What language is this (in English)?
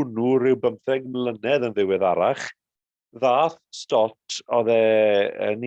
Welsh